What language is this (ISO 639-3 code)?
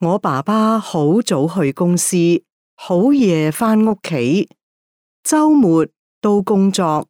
yue